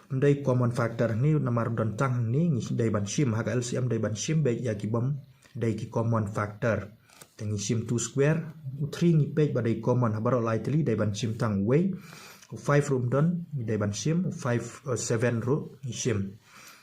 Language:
Khasi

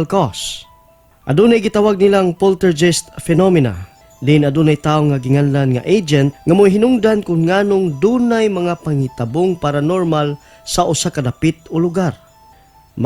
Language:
Cebuano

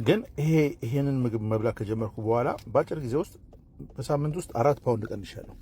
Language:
Amharic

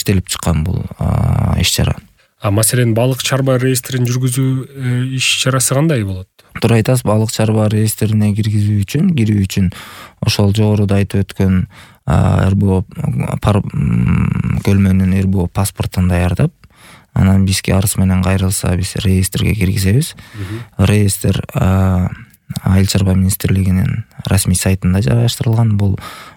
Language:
Kyrgyz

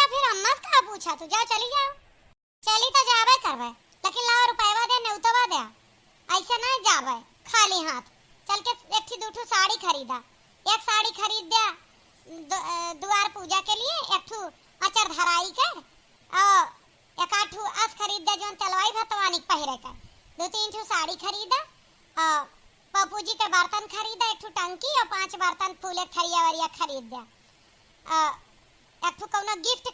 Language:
Awadhi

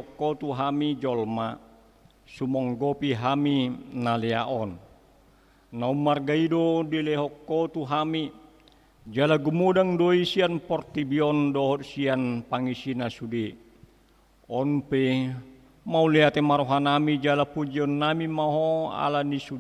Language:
Batak Toba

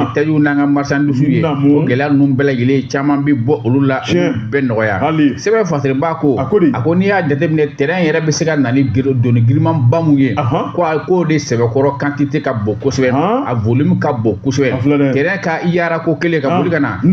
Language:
Bambara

